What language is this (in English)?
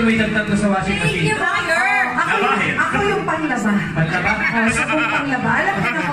Filipino